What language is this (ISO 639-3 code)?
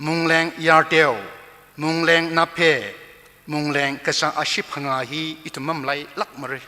nmf